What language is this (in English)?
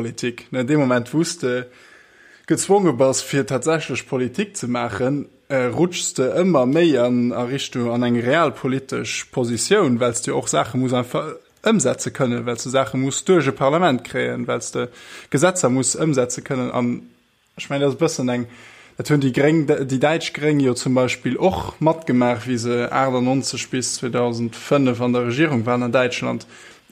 Luxembourgish